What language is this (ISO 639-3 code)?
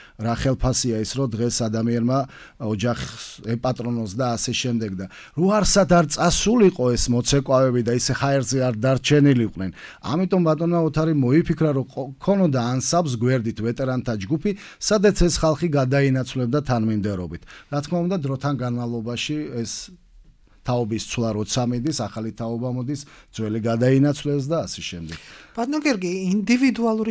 kat